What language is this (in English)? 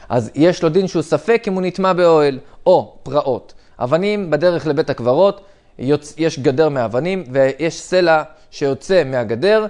Hebrew